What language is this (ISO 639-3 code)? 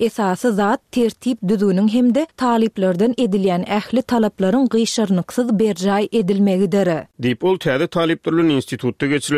tuk